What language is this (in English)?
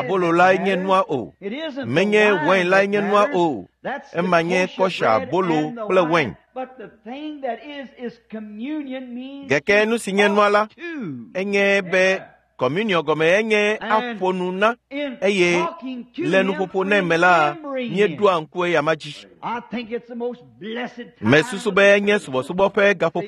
Ewe